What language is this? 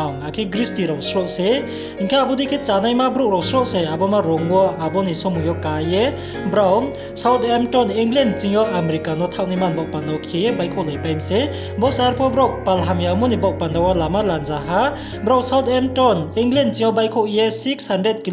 Riang (India)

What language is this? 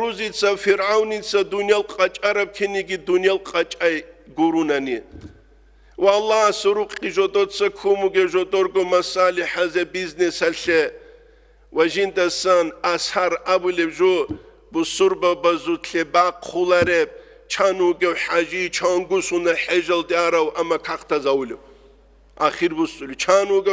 Avaric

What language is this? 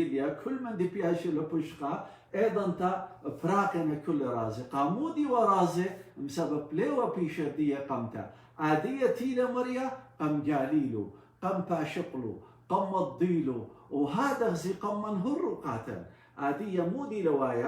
Assyrian Neo-Aramaic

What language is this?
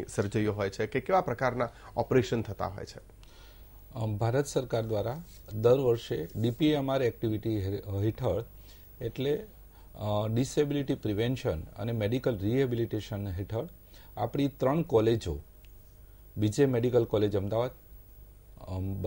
Gujarati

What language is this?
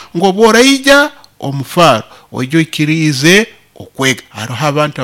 Nyoro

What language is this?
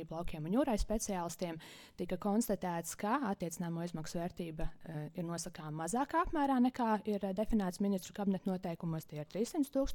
Latvian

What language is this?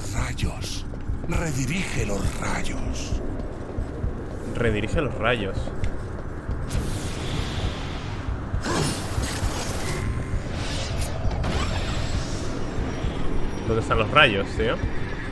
Spanish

